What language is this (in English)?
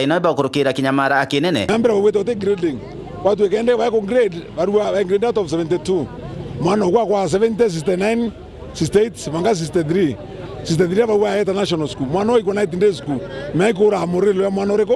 Meru